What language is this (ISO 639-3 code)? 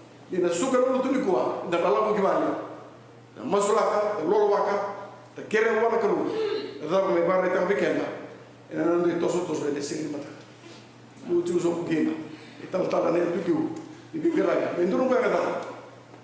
fij